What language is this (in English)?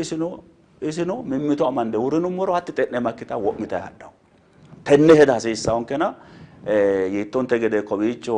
Sidamo